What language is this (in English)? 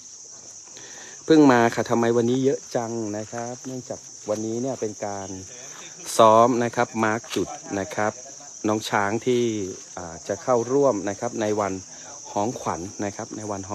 Thai